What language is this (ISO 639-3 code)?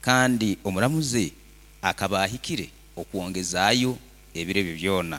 nyo